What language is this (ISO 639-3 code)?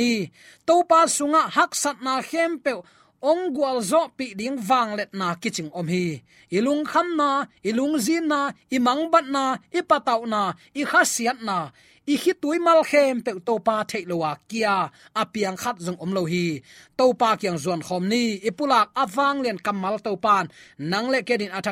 ctd